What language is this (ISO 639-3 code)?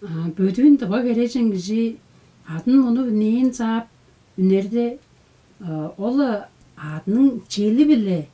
tyv